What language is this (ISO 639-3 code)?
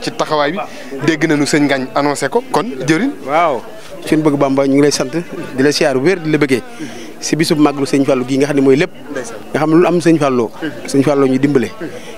wol